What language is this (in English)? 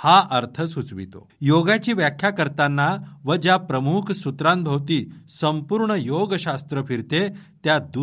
Marathi